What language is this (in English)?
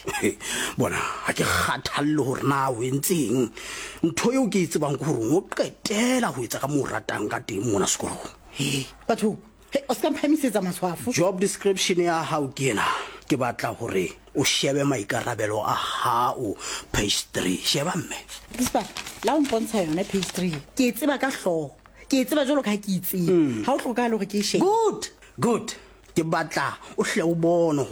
Southern Sotho